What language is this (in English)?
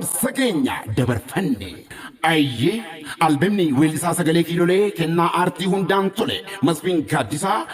Oromo